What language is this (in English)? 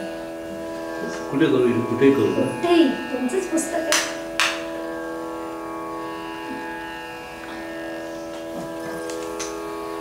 Marathi